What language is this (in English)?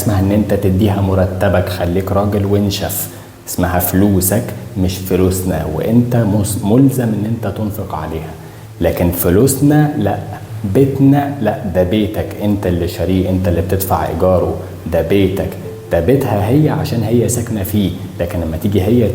Egyptian Arabic